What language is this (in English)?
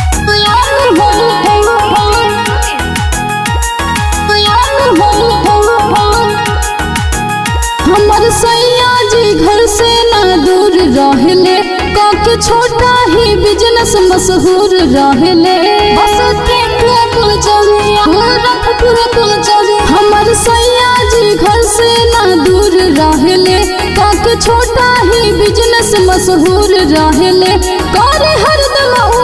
Bhojpuri